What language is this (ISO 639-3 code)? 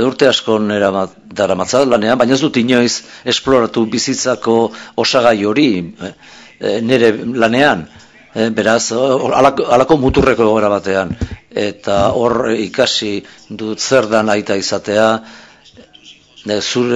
eus